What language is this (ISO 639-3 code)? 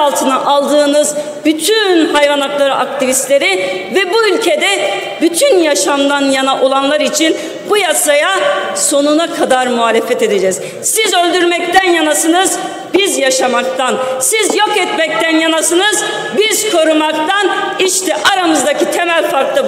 tur